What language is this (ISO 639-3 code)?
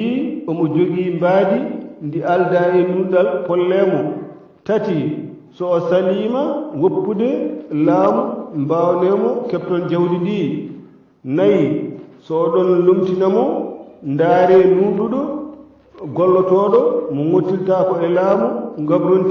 ful